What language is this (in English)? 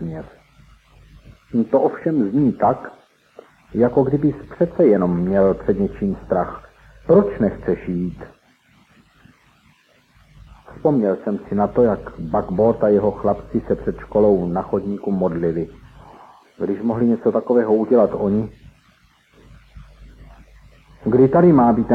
Czech